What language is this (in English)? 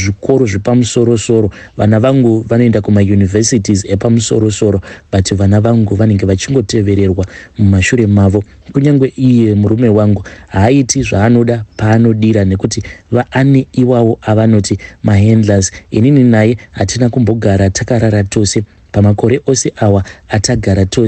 Shona